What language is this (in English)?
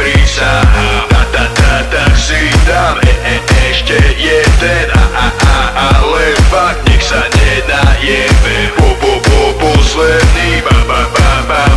Slovak